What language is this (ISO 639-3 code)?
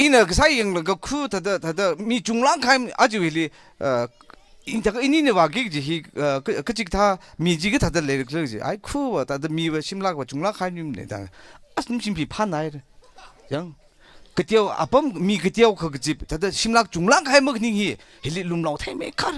nmf